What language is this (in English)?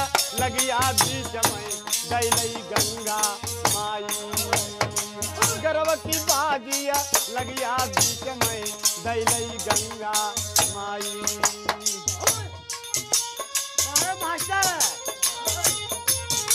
Bhojpuri